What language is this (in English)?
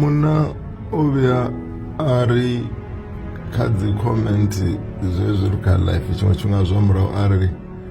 Venda